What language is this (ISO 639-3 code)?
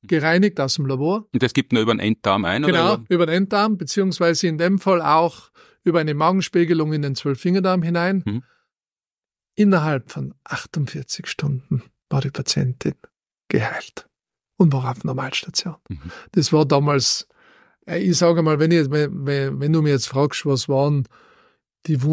deu